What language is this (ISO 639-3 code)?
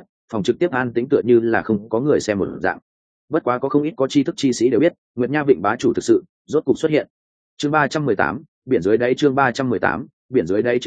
vie